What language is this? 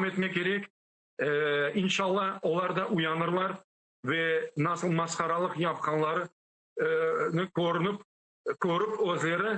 Crimean Tatar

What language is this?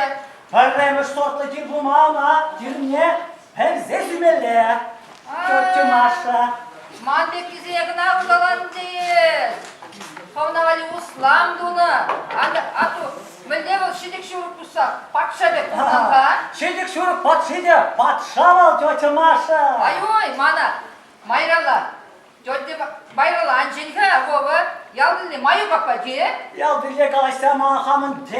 Chuvash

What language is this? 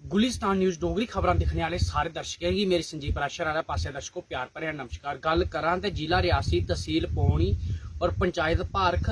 Dogri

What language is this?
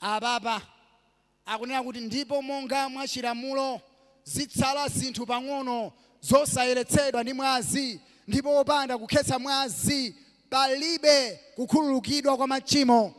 Nyanja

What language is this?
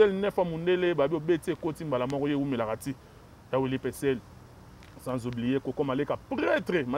Lingala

